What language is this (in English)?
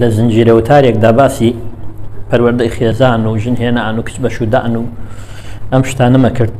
Central Kurdish